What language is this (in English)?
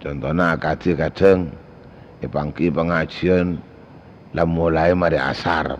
Madurese